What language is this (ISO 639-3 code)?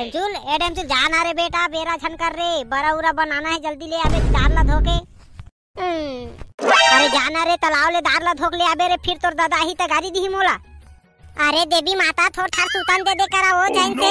hne